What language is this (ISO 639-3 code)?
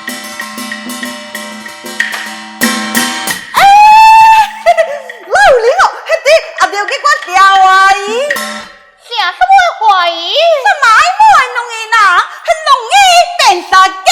cpx